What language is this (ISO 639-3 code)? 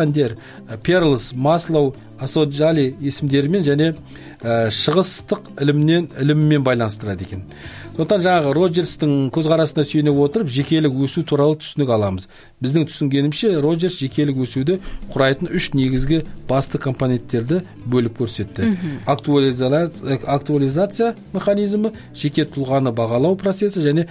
kaz